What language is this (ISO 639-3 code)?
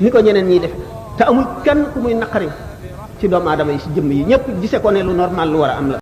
wol